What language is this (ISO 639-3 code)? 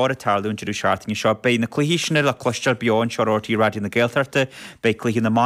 gle